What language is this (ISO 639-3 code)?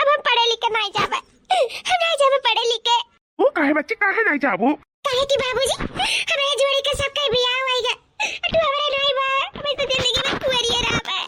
awa